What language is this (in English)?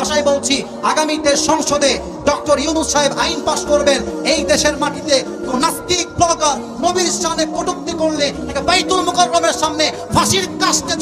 Bangla